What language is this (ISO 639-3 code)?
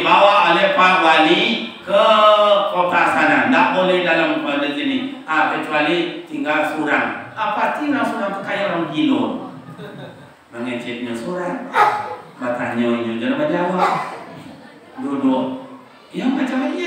min